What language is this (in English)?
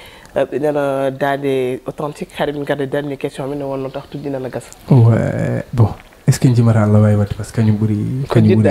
Fula